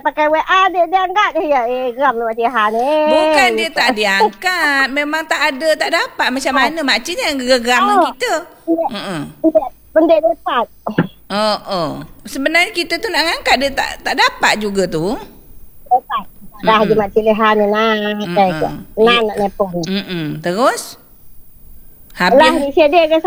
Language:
Malay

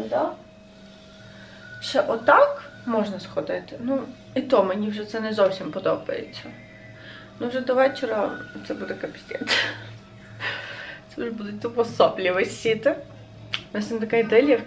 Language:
Ukrainian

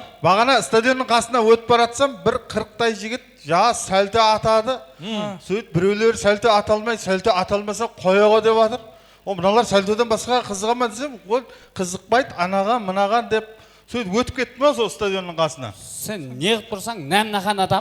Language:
Kara-Kalpak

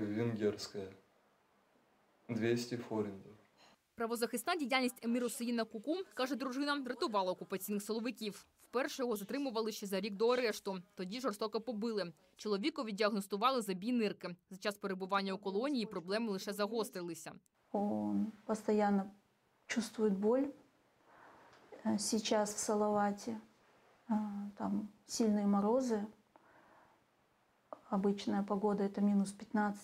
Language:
Ukrainian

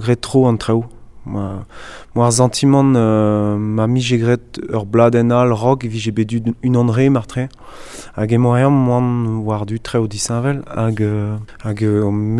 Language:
Breton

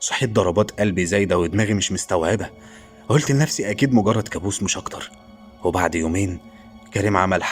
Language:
Egyptian Arabic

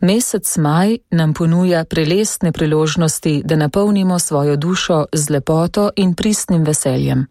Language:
Slovenian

